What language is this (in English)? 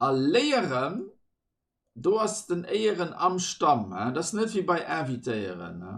Luxembourgish